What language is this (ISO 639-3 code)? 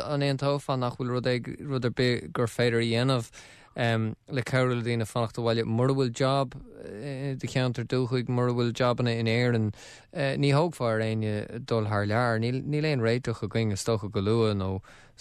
gle